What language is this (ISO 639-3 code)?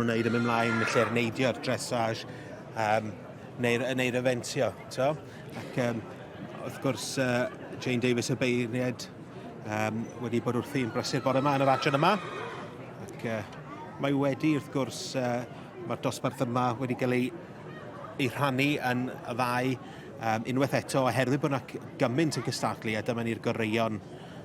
cym